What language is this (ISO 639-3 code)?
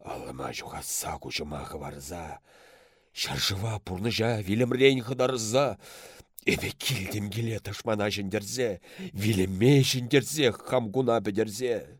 chv